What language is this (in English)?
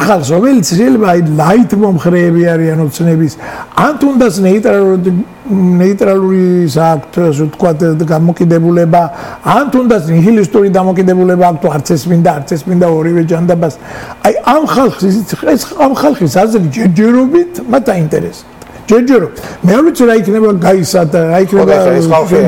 Georgian